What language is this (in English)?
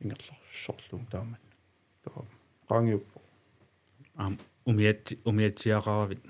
Kalaallisut